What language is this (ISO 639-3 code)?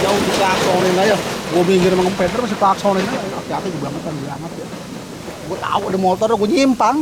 bew